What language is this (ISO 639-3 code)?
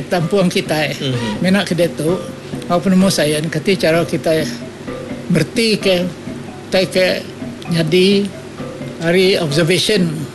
iba